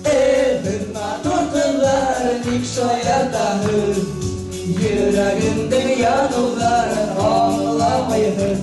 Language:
Bashkir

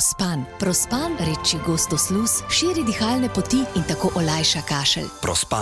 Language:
Slovenian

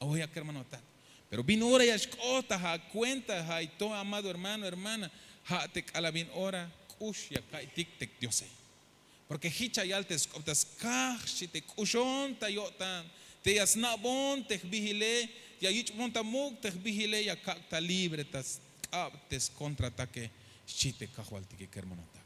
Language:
Tzeltal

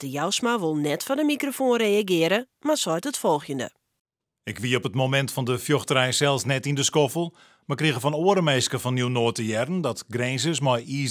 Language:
Western Frisian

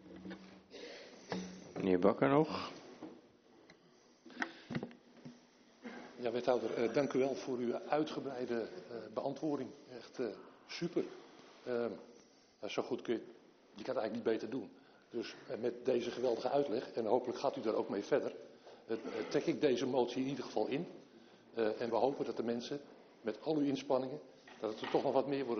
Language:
Dutch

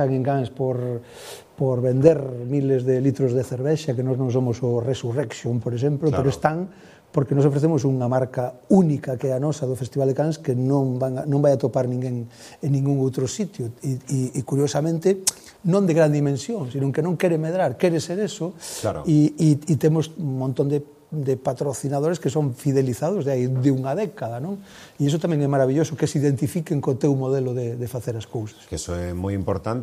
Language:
Galician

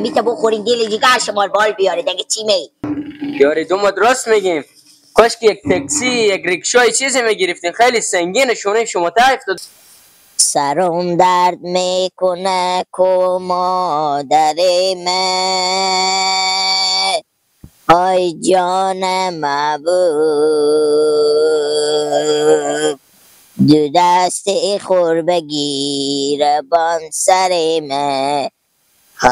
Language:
Hazaragi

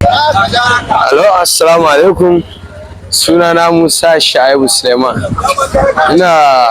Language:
Hausa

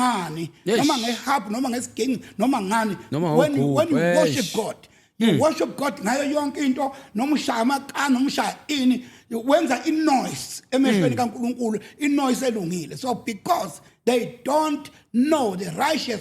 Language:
Zulu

